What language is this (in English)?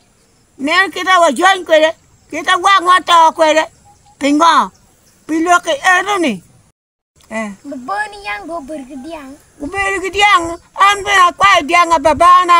Acoli